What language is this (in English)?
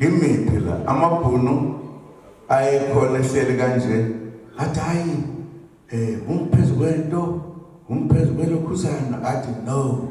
Zulu